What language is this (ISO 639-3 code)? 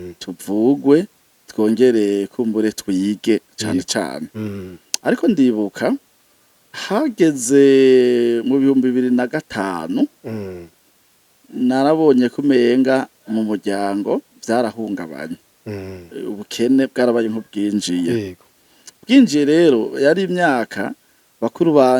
run